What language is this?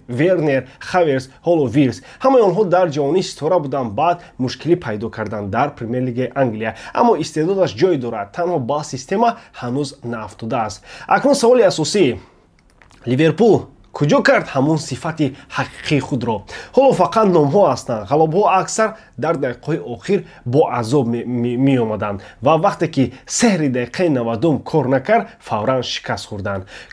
Tajik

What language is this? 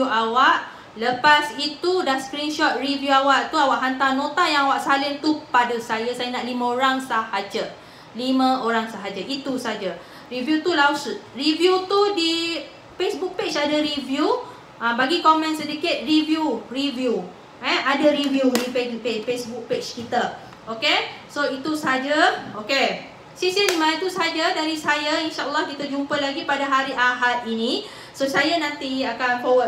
Malay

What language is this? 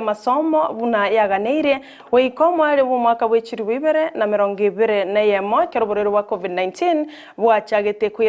Gusii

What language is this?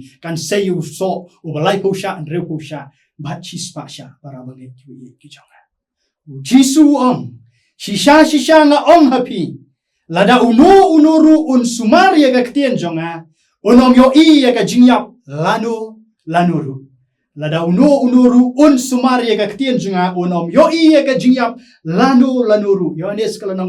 Khasi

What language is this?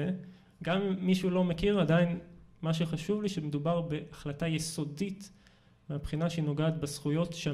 Hebrew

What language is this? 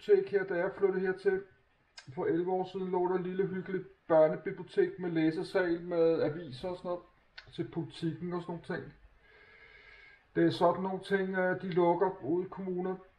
Danish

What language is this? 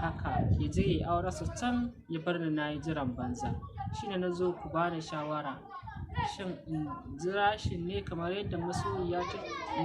Hausa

